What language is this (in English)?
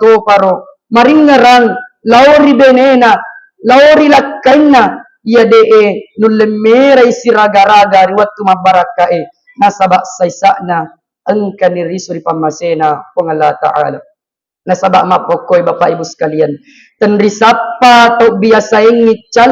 Buginese